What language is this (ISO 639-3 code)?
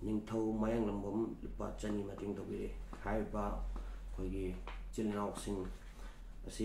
mni